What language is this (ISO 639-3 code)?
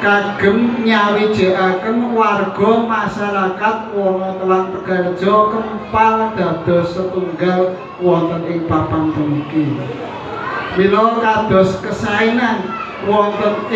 jav